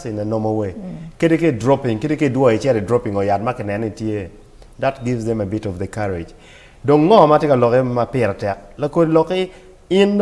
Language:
Acoli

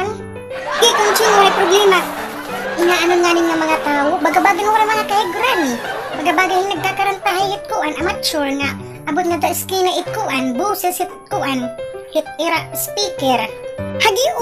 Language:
Waray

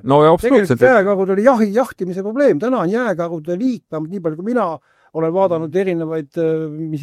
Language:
Estonian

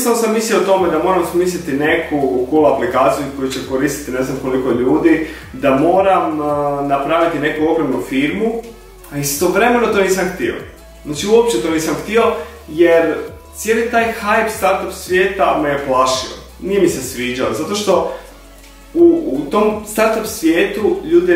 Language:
Croatian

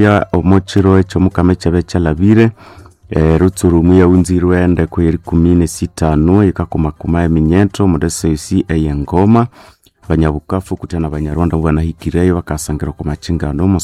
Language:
Nande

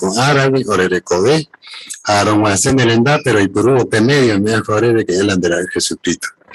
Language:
Guarani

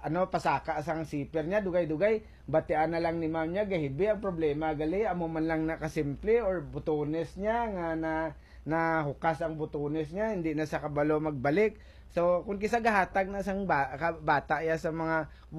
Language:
Hiligaynon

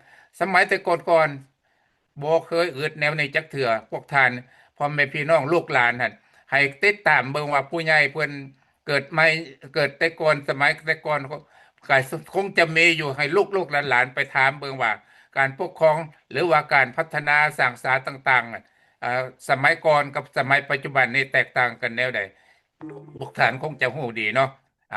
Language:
Lao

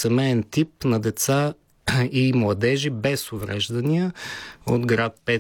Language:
Bulgarian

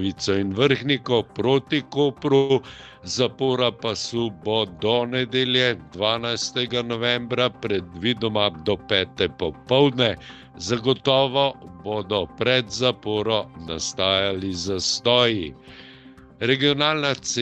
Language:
Slovenian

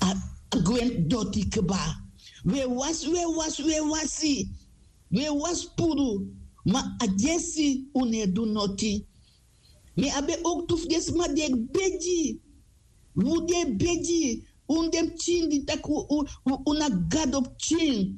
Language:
Sranan Tongo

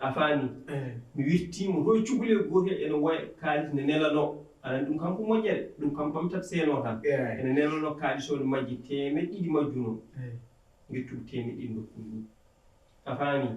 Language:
Fula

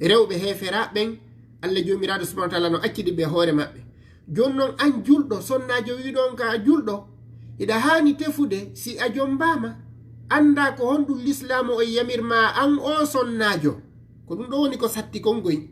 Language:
Fula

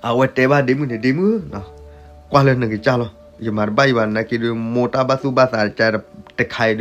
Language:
S'gaw Karen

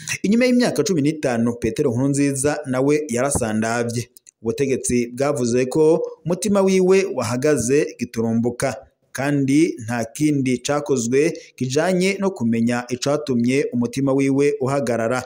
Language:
Rundi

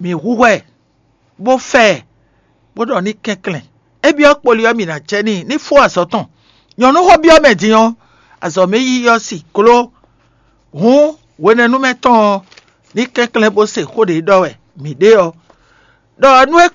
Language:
Fon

